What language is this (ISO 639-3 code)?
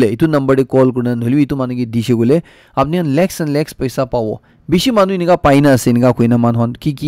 nag